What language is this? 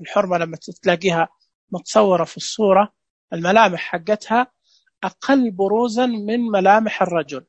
Najdi Arabic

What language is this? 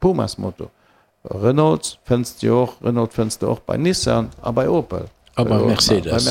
Luxembourgish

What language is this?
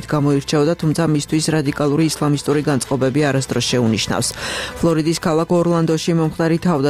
Georgian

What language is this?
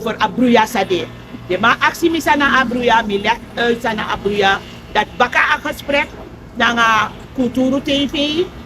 Sranan Tongo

